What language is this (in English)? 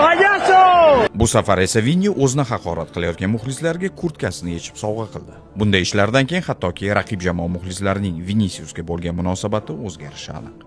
Uzbek